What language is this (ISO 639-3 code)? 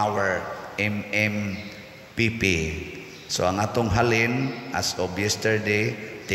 ceb